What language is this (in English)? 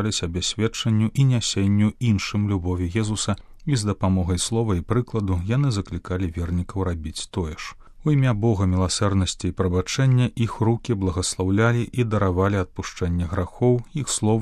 Belarusian